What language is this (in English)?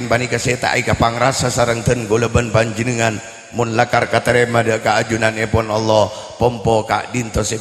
Madurese